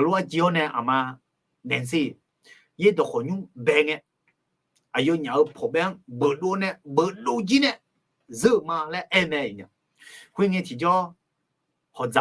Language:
Akha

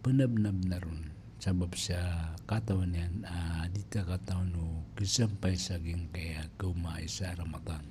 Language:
Maranao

